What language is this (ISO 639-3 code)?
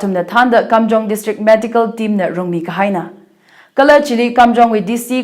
nmf